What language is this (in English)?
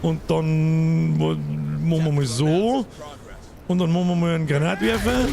Bavarian